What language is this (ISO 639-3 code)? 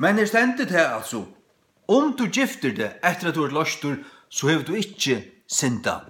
fao